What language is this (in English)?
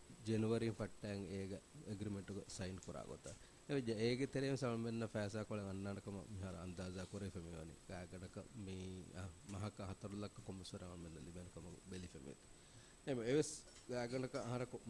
Divehi